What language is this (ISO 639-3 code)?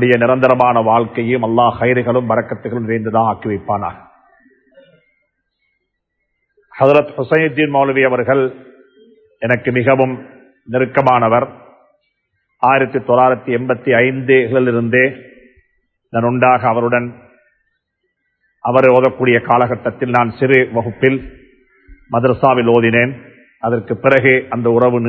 tam